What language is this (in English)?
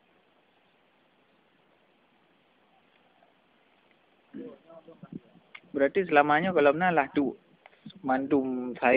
Malay